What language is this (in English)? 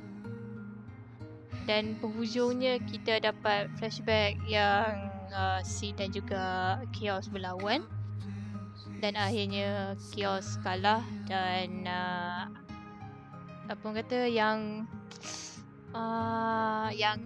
Malay